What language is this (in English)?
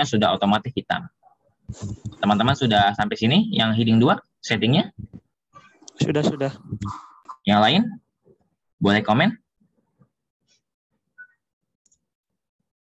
Indonesian